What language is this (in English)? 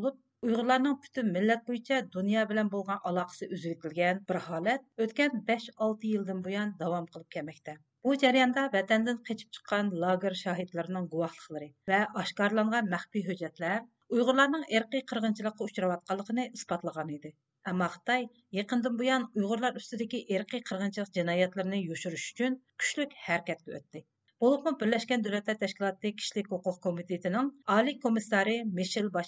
Uyghur